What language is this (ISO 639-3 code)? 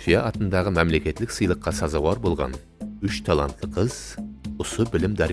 kaa